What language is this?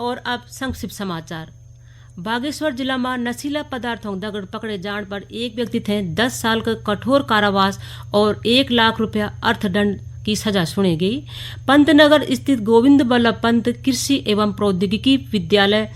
Garhwali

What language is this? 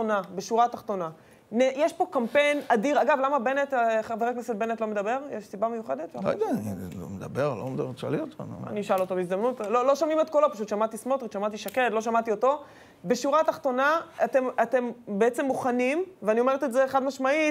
Hebrew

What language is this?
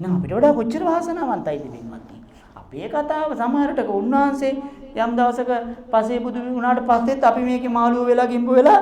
Sinhala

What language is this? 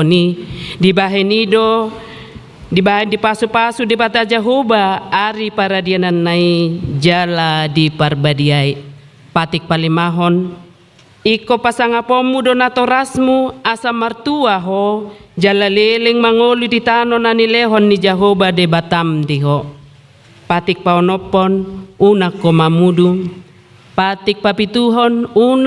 Batak Toba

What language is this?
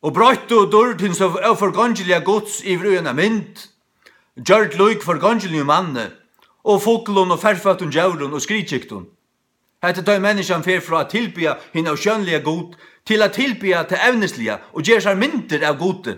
Faroese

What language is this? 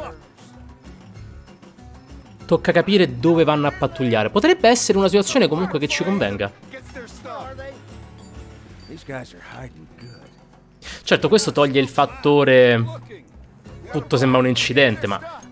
Italian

